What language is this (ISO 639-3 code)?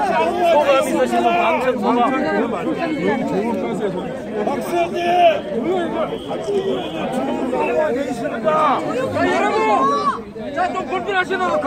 kor